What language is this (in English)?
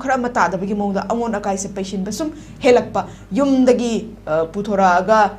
Manipuri